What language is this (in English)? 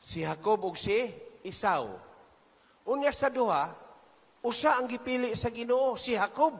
Cebuano